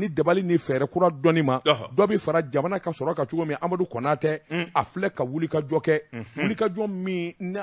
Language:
Bambara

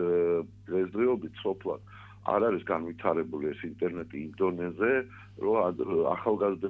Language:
Georgian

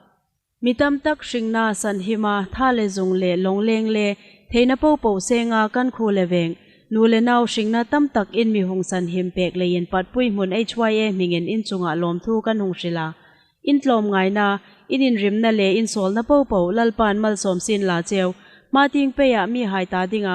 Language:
Hmar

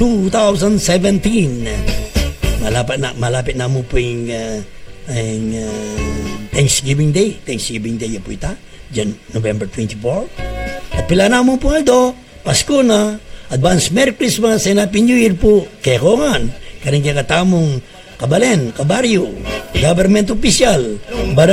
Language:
Pampanga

